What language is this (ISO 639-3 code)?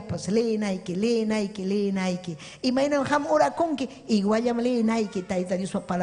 quy